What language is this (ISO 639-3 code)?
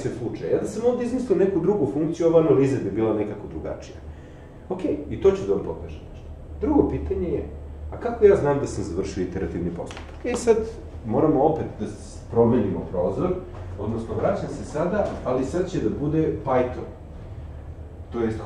srp